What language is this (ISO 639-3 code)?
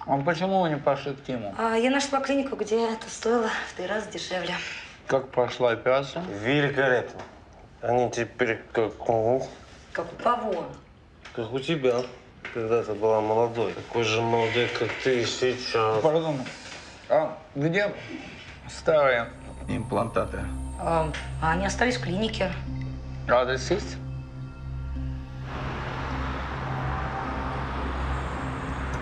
rus